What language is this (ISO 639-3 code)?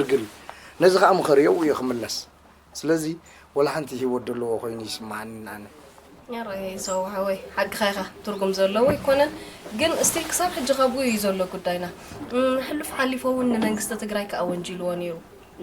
tir